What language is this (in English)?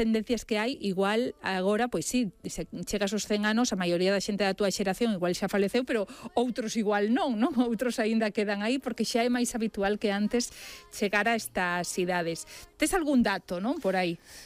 Galician